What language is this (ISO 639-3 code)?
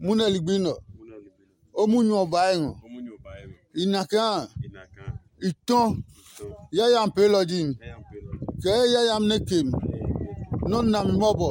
ada